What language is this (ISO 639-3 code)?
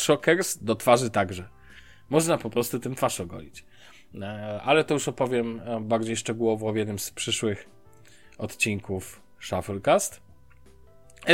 pol